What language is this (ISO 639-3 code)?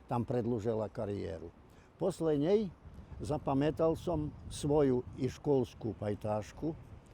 rue